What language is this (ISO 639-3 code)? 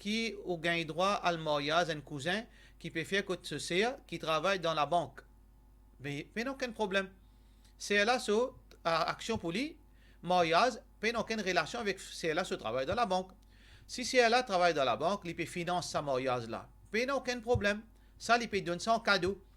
mfe